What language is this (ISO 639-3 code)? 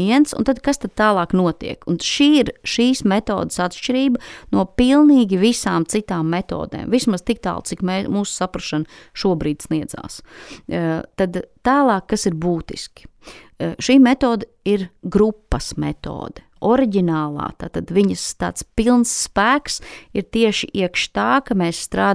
lav